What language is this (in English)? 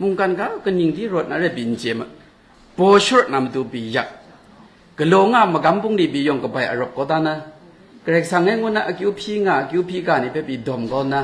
Kachin